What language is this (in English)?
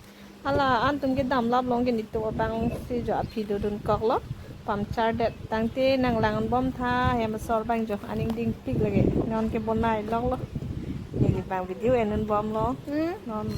Karbi